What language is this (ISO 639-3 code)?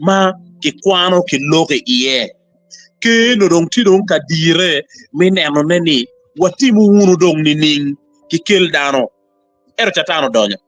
ach